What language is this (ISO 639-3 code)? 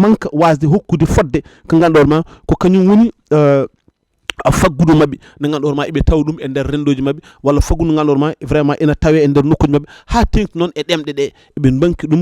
ful